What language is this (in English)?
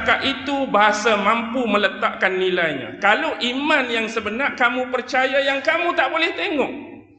Malay